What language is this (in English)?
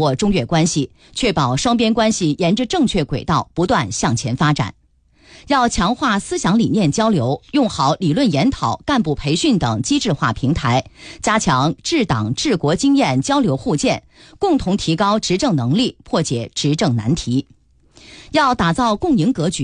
Chinese